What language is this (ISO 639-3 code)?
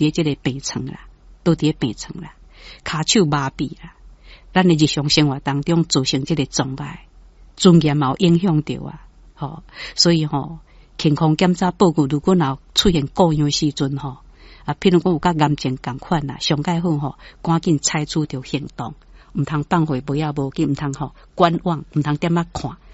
nan